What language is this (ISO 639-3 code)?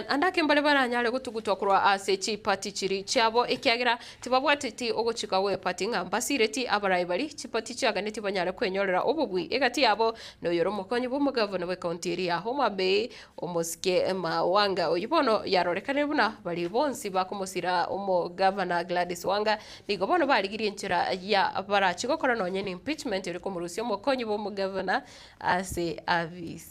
guz